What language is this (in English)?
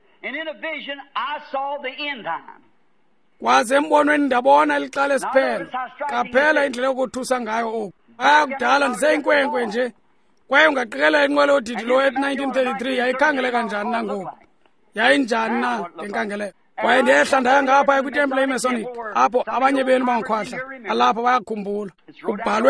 Xhosa